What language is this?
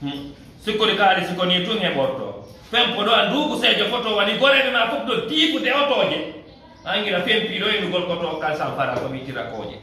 Fula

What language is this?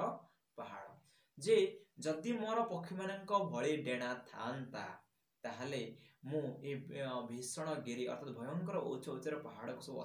Odia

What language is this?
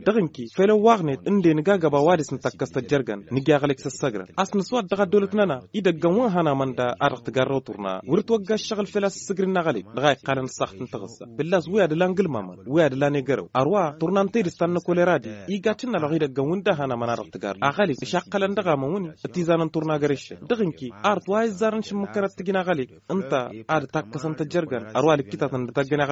Tamasheq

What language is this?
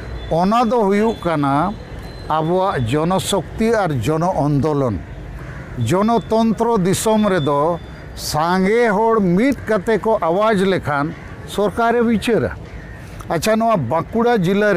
Santali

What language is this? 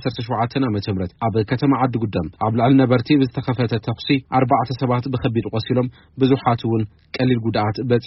Tigrinya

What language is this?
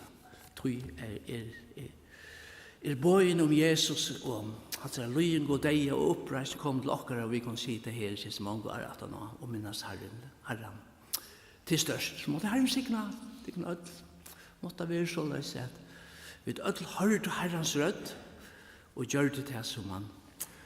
Faroese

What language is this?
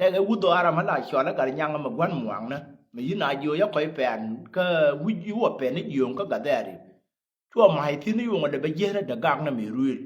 Nuer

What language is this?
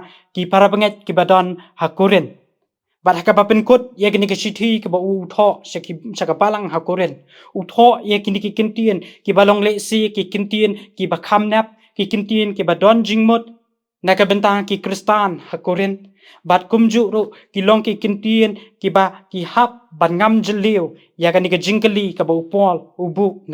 Khasi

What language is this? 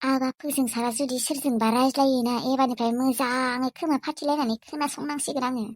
Bodo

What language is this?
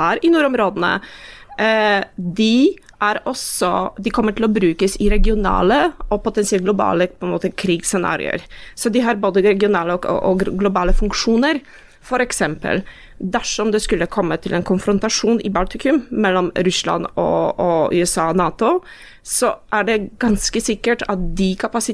Norwegian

